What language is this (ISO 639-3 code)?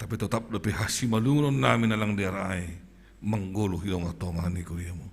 bts